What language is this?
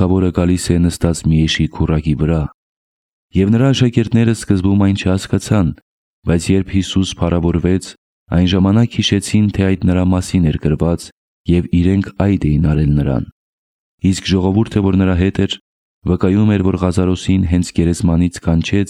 Armenian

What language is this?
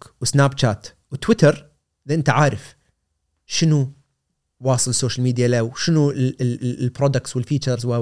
Gulf Arabic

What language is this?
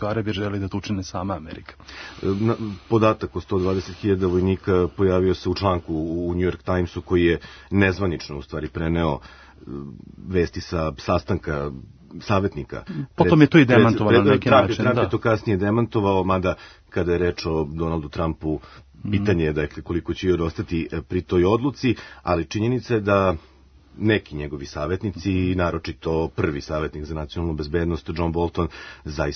Serbian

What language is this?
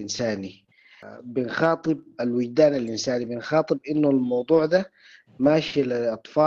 Sudanese Arabic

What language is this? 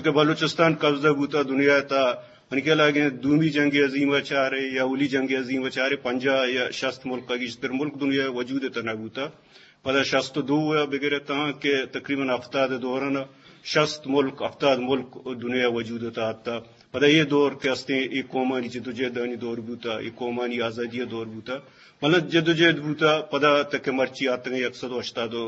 Eastern Balochi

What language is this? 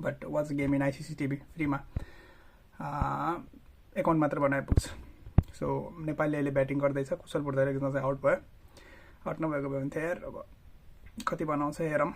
Nepali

